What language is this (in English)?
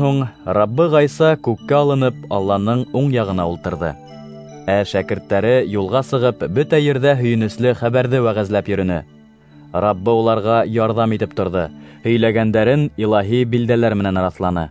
Bashkir